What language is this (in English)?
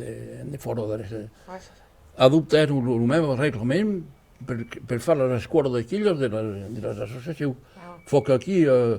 Occitan